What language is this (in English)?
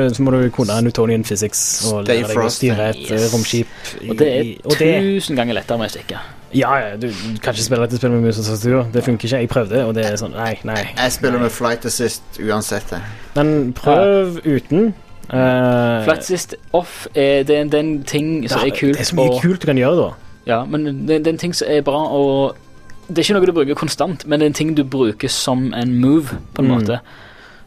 Norwegian